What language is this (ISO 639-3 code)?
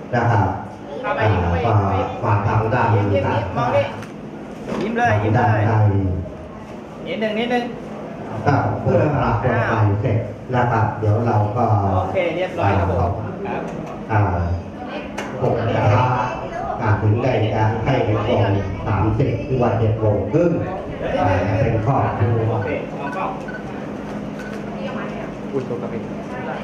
tha